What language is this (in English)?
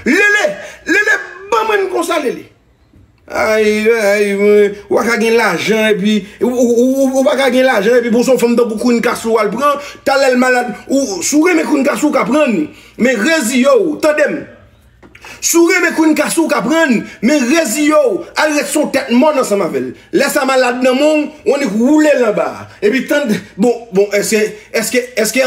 Haitian Creole